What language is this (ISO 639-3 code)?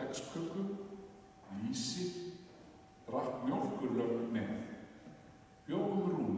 isl